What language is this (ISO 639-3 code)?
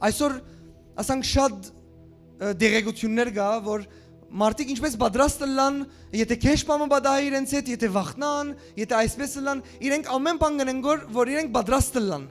hyw